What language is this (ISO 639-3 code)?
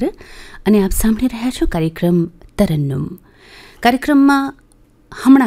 guj